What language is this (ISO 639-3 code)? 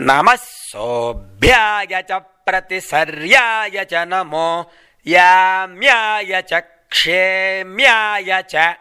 san